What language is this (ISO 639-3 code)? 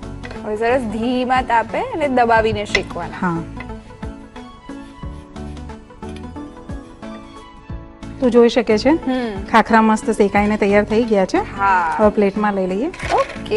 guj